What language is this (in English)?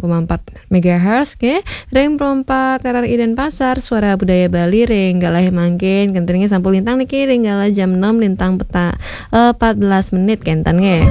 Balinese